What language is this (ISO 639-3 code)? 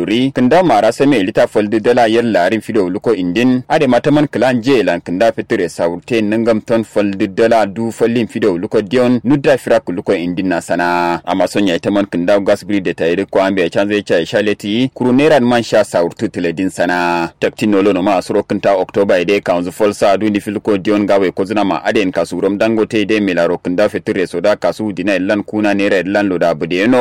kau